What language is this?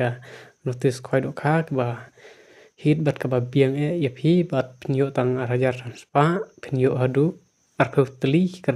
Khasi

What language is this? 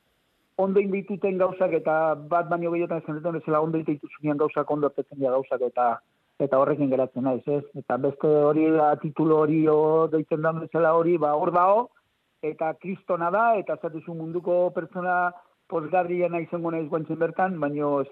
Basque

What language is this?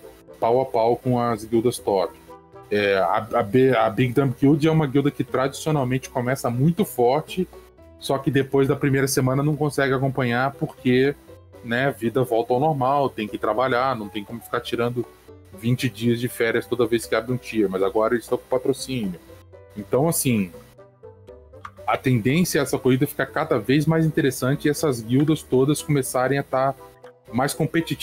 Portuguese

